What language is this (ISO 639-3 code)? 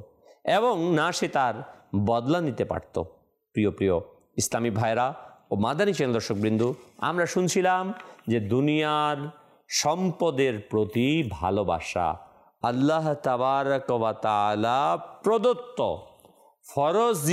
ben